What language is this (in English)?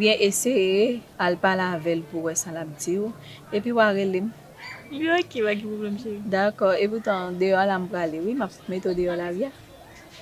Haitian Creole